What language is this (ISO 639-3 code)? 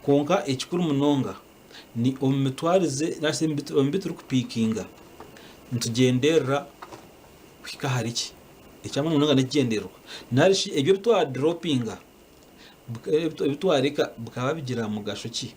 nyn